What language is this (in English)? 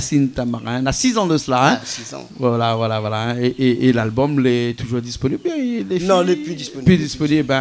Réunion Creole French